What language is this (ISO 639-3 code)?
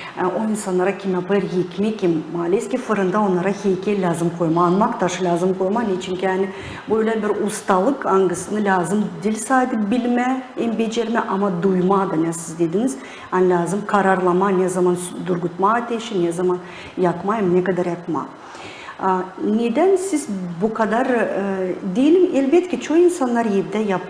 gag